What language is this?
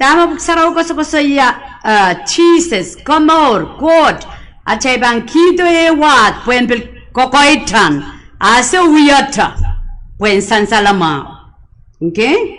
Pohnpeian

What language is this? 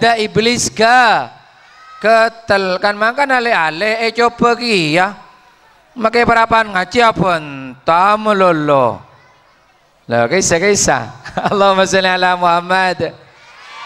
Madurese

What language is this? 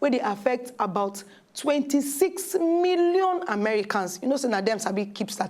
Nigerian Pidgin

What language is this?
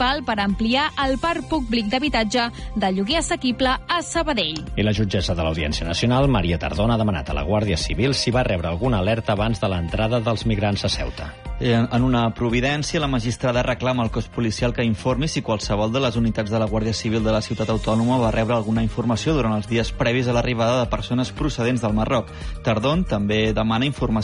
Catalan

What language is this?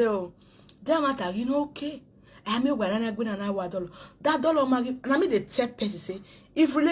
Nigerian Pidgin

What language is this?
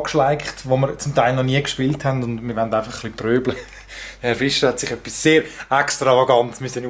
Swiss German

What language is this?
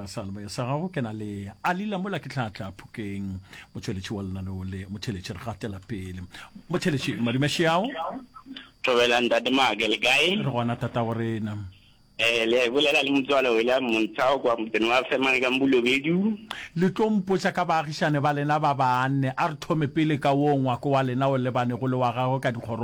Northern Sotho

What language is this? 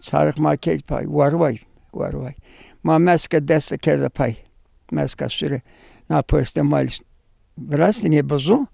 Zaza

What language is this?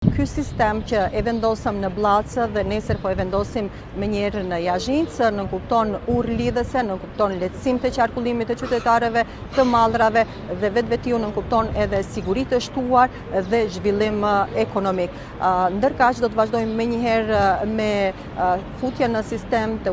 Albanian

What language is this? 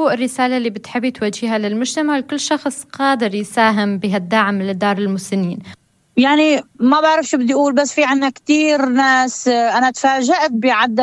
North Levantine Arabic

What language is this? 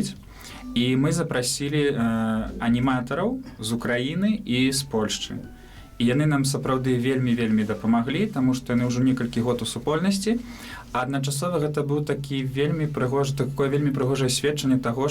Belarusian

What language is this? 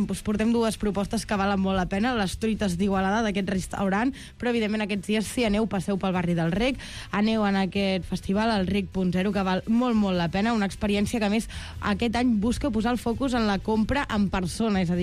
Catalan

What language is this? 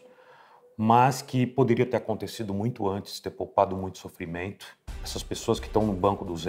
Portuguese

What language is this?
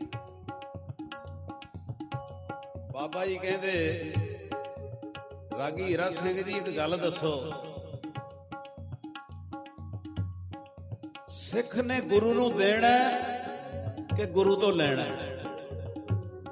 Punjabi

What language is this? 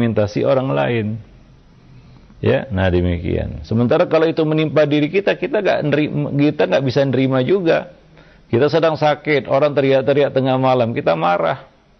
Indonesian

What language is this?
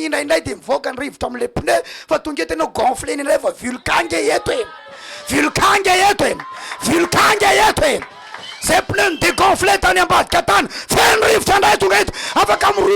Malagasy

